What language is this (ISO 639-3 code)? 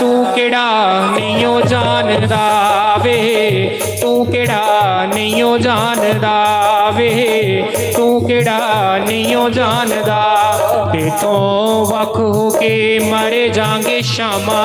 doi